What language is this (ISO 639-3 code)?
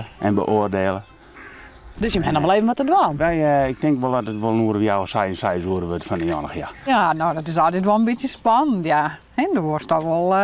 fry